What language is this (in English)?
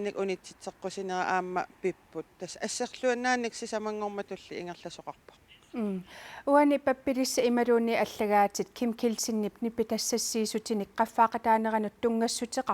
Kalaallisut